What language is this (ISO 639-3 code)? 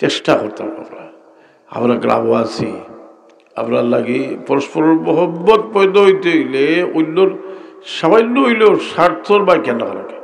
syl